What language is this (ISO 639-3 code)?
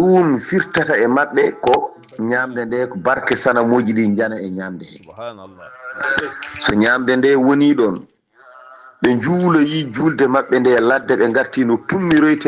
ful